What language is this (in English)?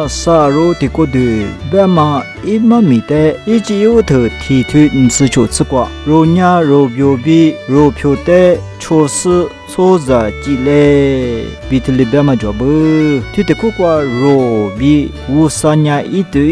Lisu